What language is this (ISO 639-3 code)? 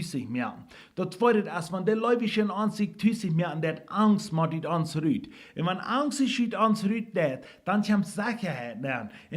pdt